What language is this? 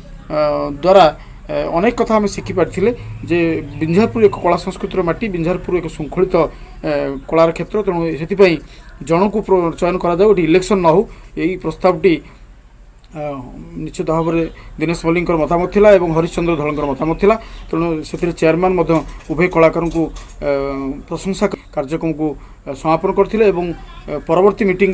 Odia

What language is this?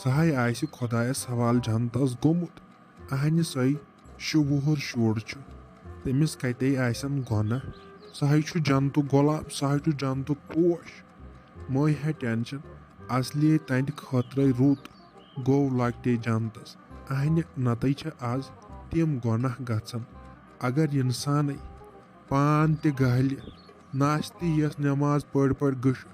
Kashmiri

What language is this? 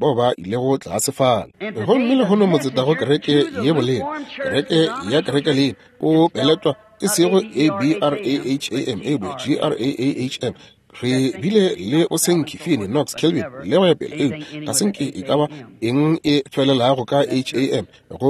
Northern Sotho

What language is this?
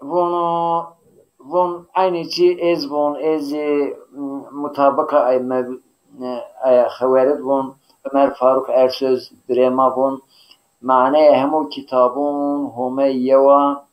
Zaza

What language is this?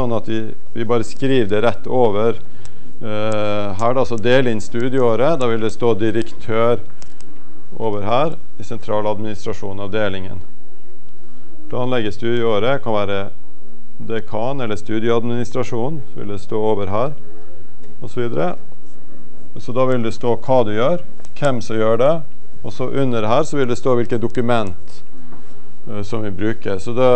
Norwegian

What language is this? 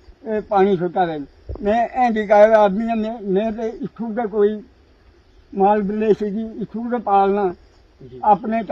Dogri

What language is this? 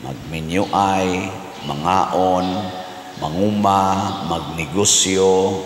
Cebuano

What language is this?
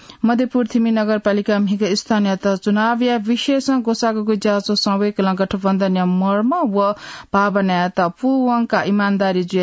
Newari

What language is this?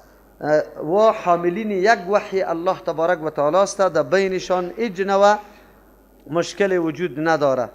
Persian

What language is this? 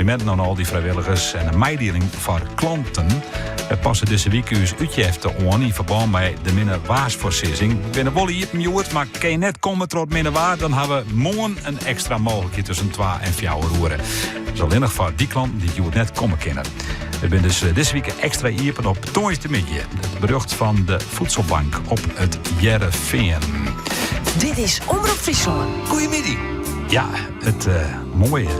Western Frisian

